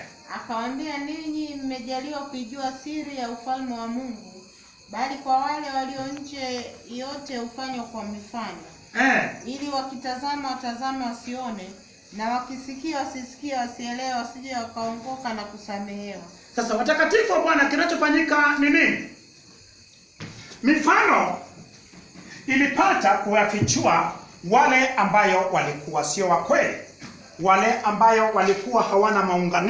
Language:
Swahili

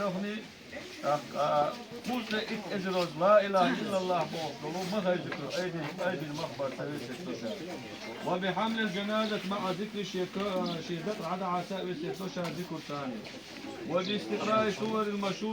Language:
Chechen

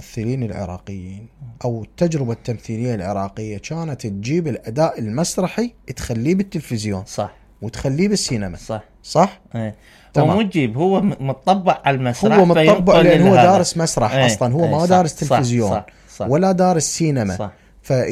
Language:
Mesopotamian Arabic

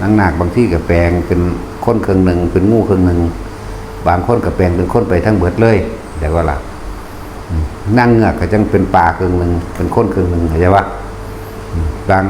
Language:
Northeastern Thai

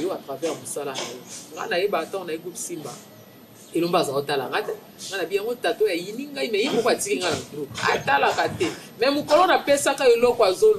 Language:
Lingala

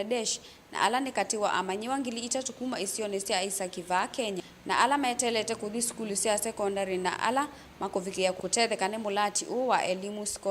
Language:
Kamba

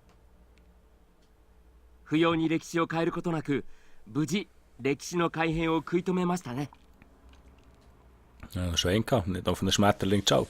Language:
Swiss German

